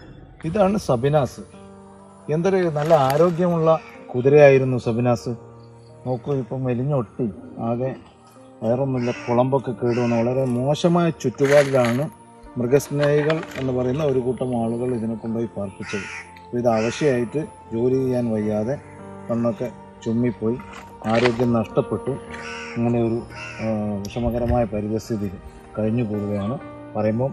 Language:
Malayalam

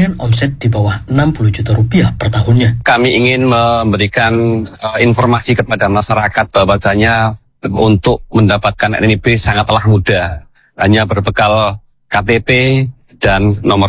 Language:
Indonesian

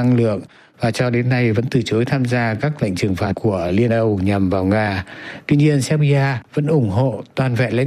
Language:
Vietnamese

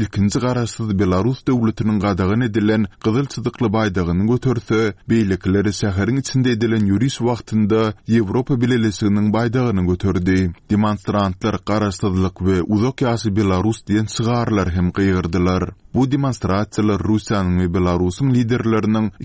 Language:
Turkmen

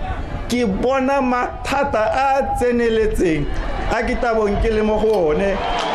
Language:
Tswana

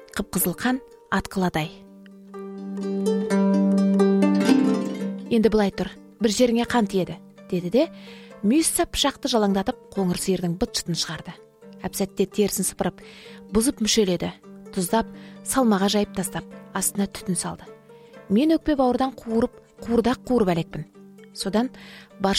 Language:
Kazakh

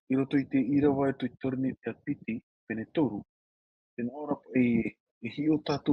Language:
Tahitian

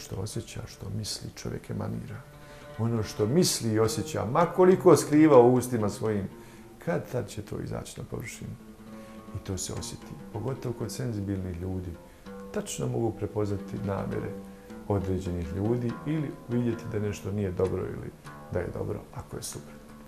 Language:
Bosnian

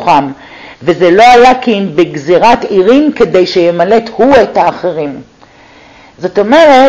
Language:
Hebrew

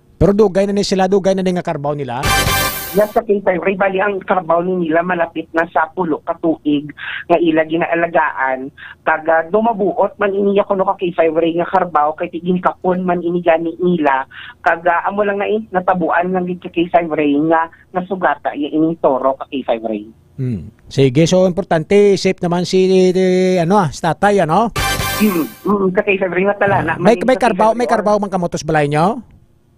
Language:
Hiligaynon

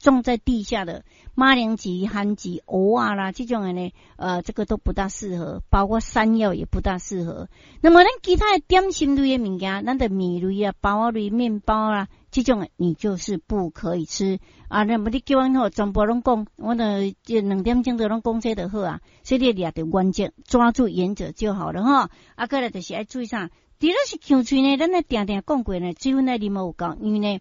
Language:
Min Nan Chinese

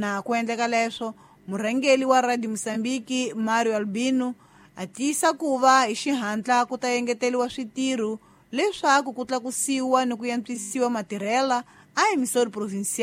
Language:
Tsonga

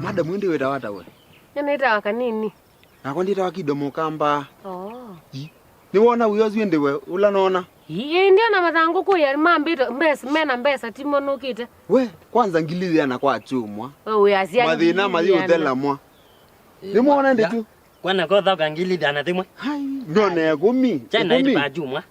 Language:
Kamba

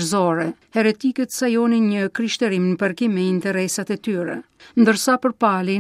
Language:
Albanian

